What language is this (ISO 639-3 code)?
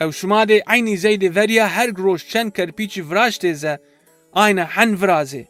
zza